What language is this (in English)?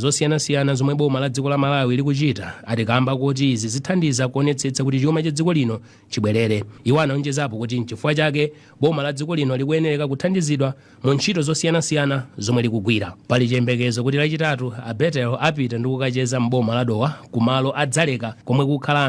Nyanja